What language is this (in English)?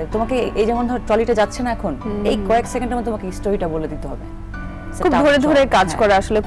Bangla